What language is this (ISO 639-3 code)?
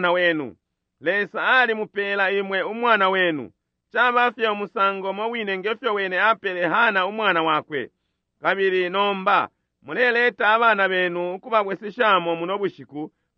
bem